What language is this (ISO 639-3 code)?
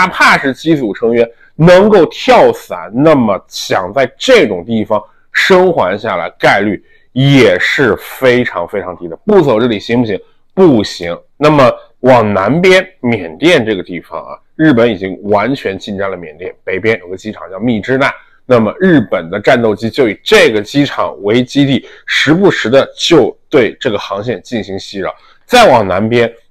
zho